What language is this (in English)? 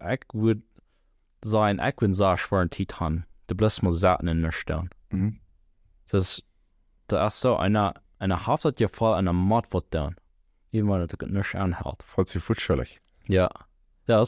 Plautdietsch